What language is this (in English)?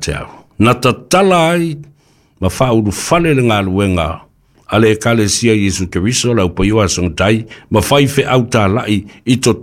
Samoan